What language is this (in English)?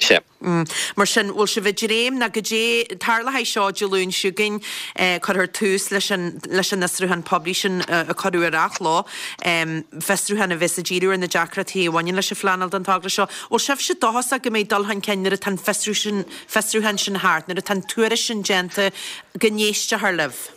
Irish